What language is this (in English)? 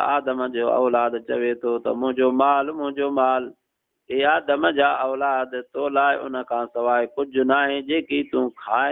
Sindhi